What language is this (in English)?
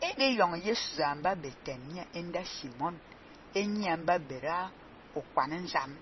Fang